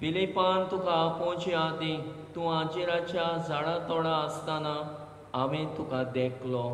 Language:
Konkani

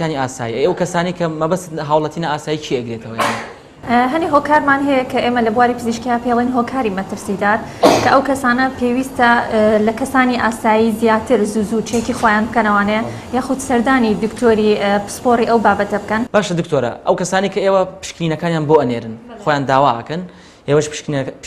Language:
Central Kurdish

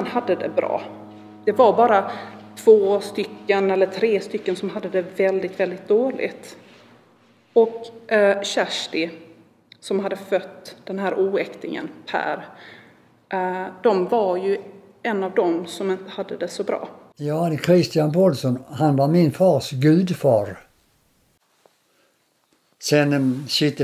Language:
Swedish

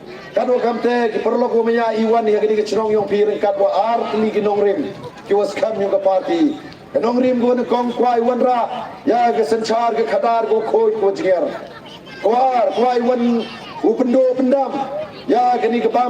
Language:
Pnar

